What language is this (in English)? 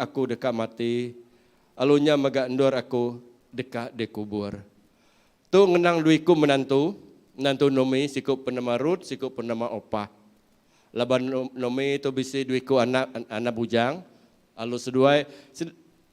Iban